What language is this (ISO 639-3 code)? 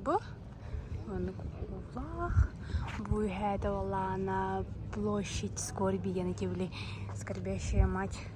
sah